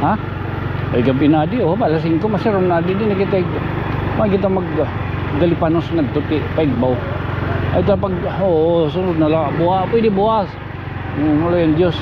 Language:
Waray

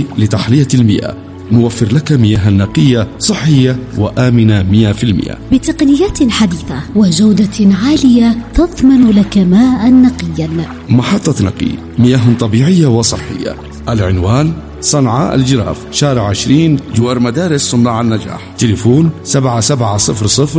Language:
Arabic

